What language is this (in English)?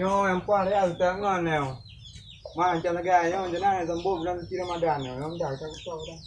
Achinese